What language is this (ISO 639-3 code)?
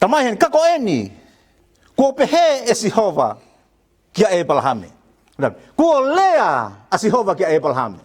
ton